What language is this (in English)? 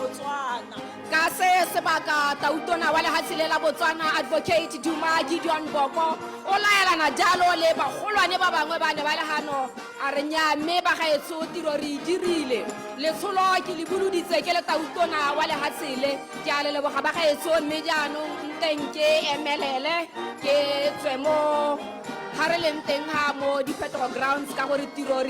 Tswana